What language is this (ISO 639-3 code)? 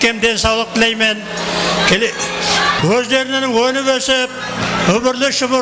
kaa